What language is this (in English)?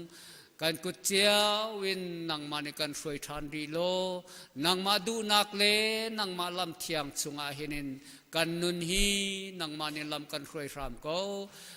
Hakha Chin